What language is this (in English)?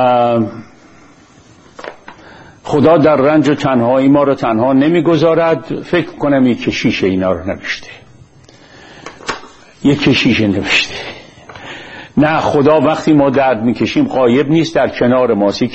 Persian